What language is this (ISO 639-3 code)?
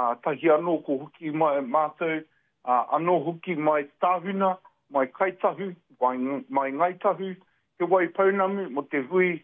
mri